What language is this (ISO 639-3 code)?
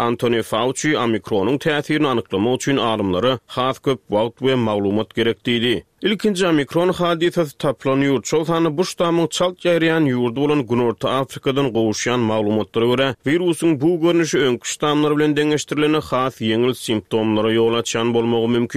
tuk